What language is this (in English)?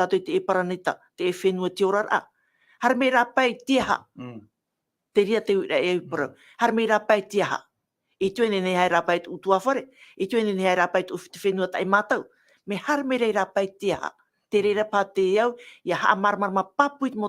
Tahitian